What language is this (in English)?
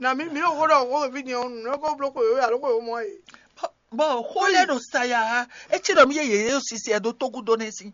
Fon